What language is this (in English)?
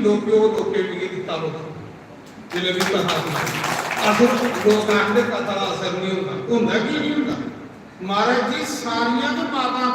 Dogri